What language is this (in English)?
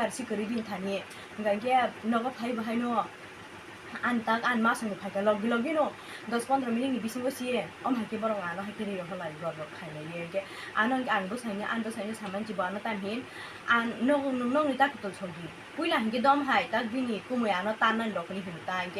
Kok Borok